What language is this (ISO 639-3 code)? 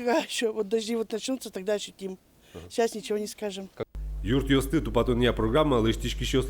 udm